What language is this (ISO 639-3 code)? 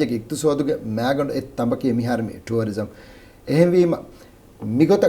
div